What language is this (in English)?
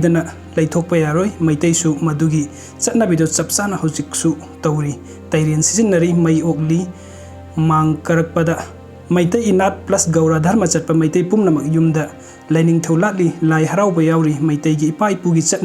Manipuri